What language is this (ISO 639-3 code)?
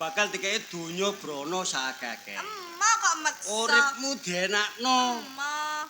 jav